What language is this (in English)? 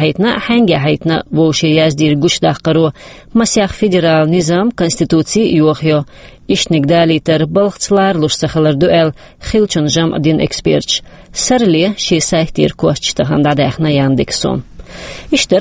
Chechen